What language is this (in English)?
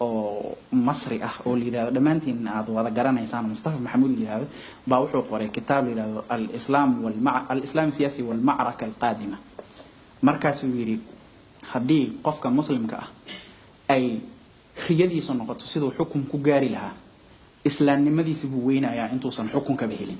Somali